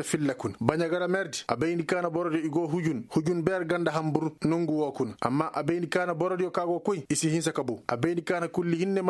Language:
Koyraboro Senni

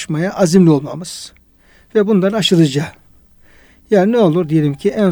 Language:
Turkish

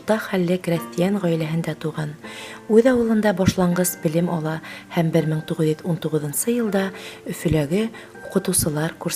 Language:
Bashkir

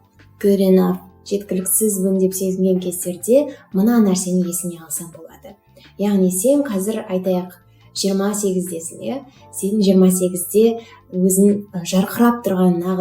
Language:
Kazakh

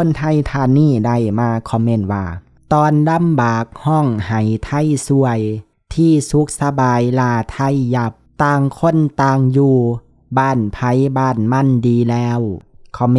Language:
Lao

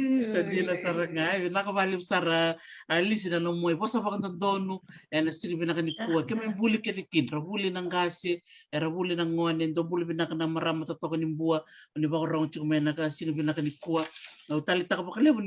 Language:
Fijian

